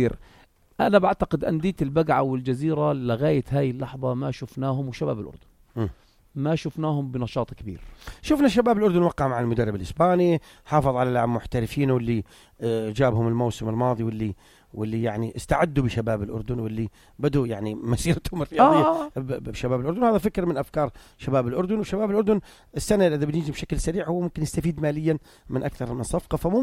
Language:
North Levantine Arabic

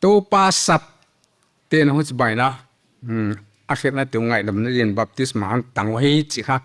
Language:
Paite Chin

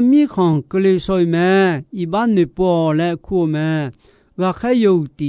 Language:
Akha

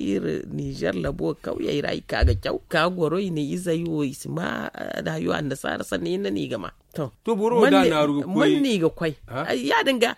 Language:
Zarma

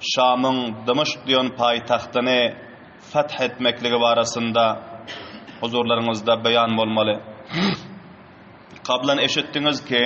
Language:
Turkmen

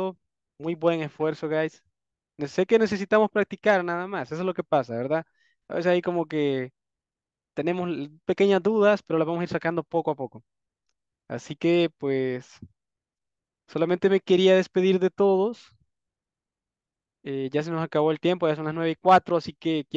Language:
Spanish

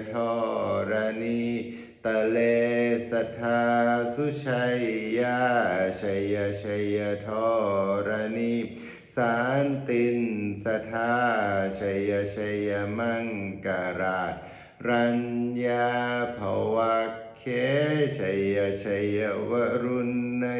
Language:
Pali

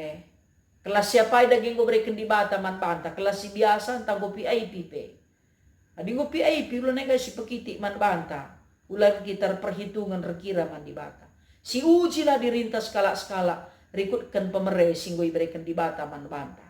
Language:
Batak Karo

